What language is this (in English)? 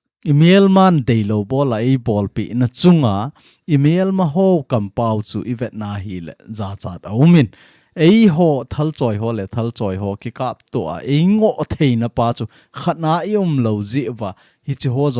Thado Chin